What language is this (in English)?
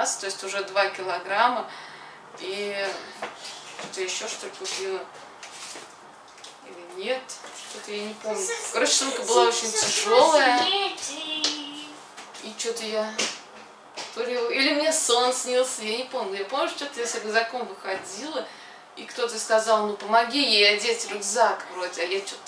Russian